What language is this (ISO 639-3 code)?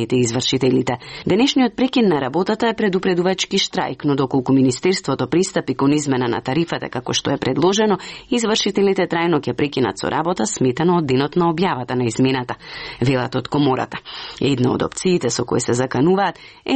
mkd